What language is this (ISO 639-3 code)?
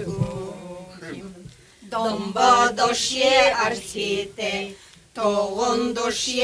bua